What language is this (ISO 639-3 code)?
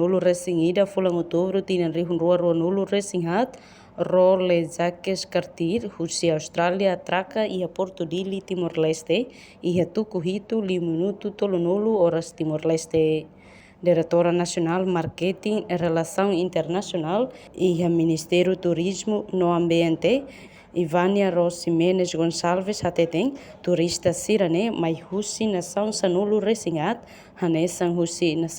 tet